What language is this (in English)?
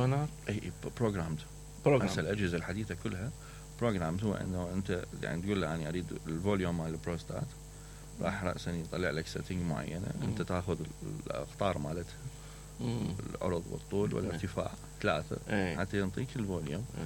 Mesopotamian Arabic